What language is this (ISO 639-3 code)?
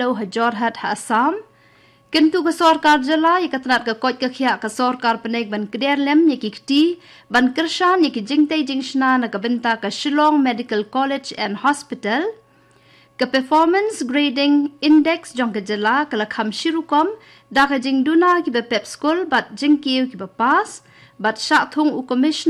kha